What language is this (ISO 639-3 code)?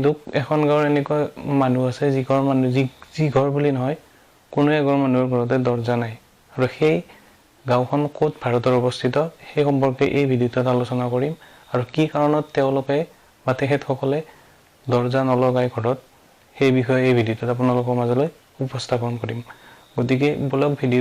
asm